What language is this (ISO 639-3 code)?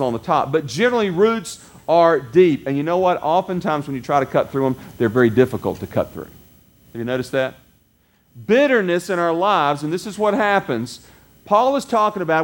eng